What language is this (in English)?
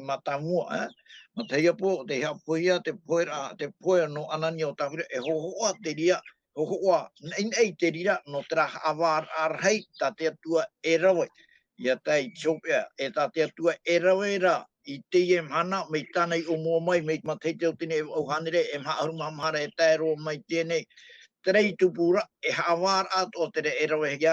Tahitian